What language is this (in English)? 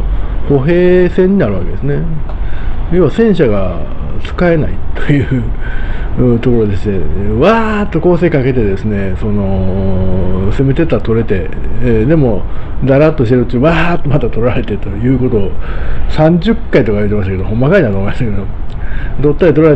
Japanese